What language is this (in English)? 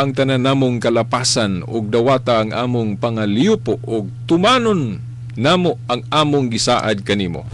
Cebuano